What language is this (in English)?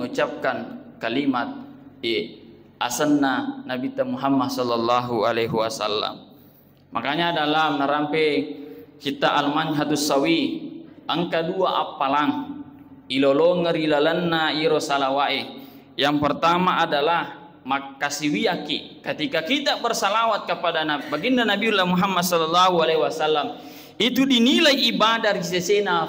Buginese